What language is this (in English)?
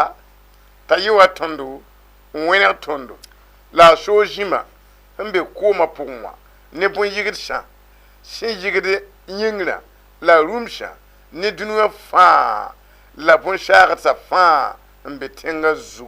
Mossi